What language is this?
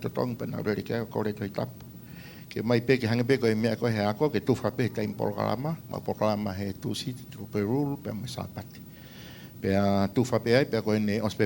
Tongan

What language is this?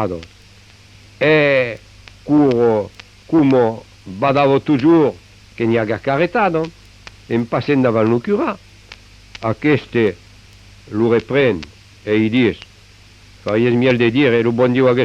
Occitan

